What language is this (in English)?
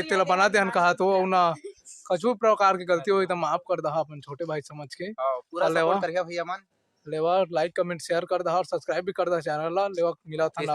Chhattisgarhi